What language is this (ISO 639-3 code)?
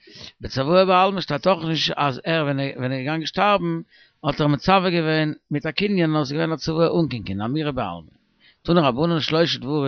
yid